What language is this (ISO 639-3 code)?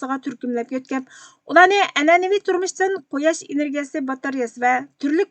uig